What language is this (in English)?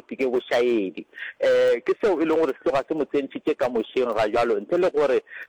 Northern Sotho